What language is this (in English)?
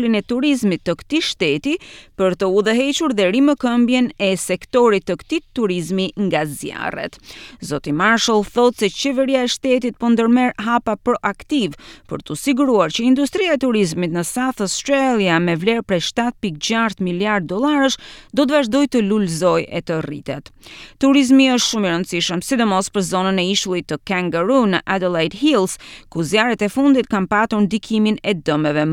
Albanian